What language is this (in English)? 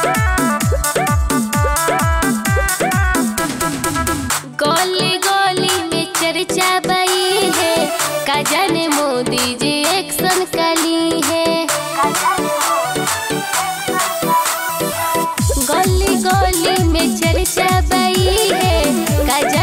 Bhojpuri